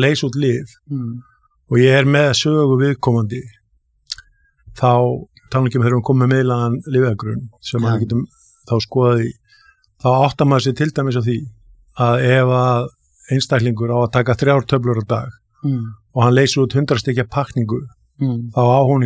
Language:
Icelandic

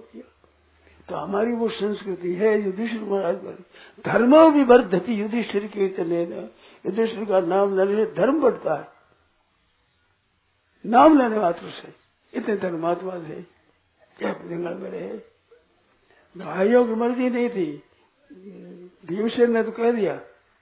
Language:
Hindi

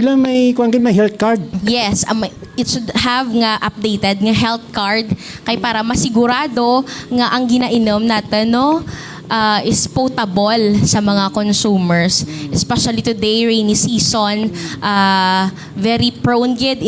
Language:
Hiligaynon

